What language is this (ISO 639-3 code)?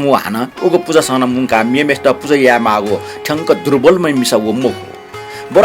new